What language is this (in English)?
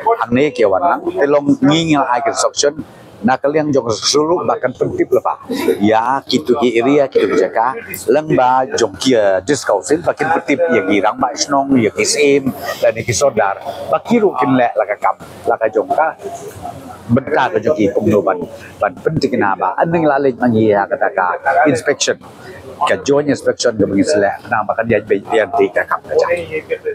Khasi